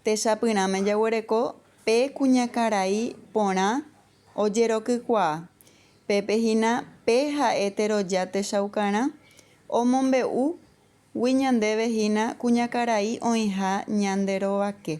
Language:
Guarani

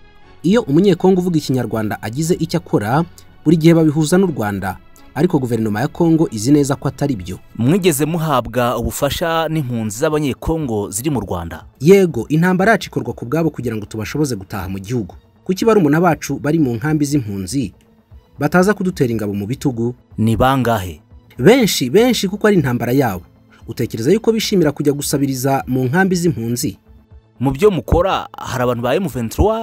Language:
Kinyarwanda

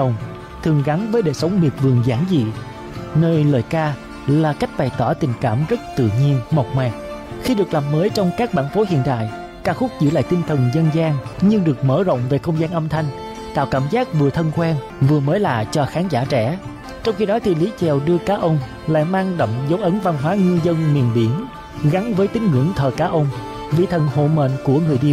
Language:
Vietnamese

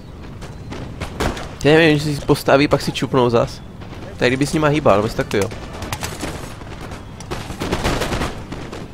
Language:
Czech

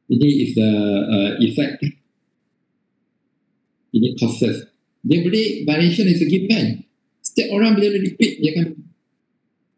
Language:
Malay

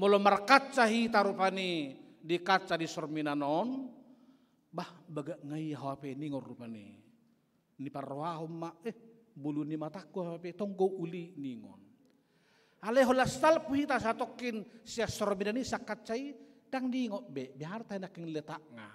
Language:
Batak Toba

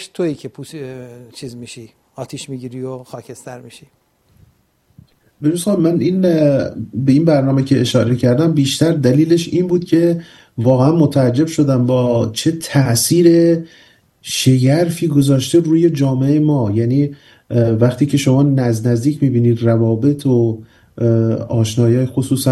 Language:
Persian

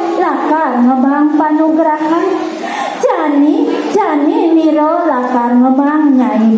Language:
Balinese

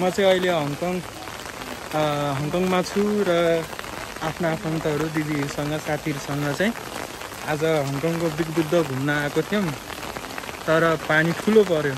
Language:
Nepali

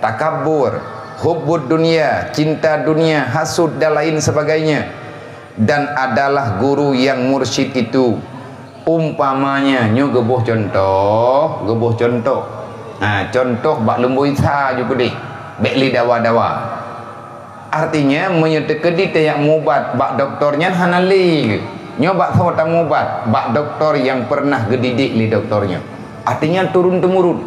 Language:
Achinese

